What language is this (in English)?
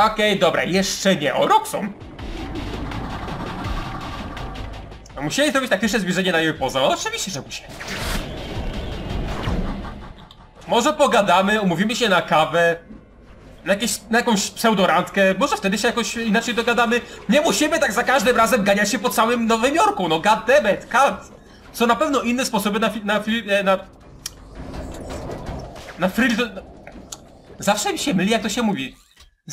Polish